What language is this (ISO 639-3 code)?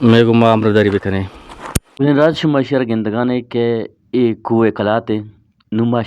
bgp